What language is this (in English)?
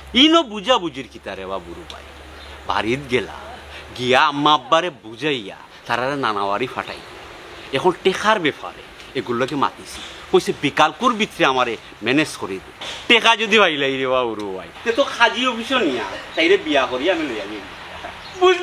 Sylheti